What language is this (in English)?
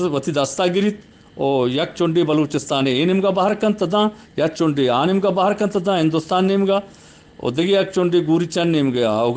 Eastern Balochi